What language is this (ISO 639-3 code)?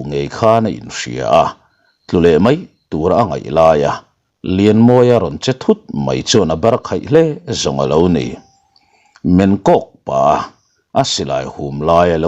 lus